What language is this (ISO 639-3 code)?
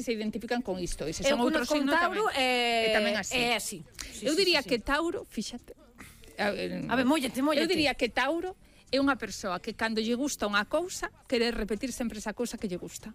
glg